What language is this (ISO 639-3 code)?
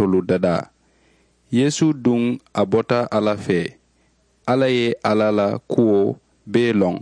man